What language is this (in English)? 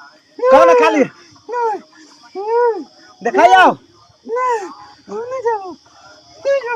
Maithili